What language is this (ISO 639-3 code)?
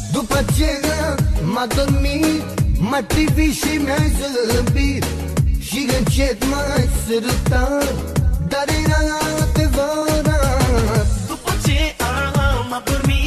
ron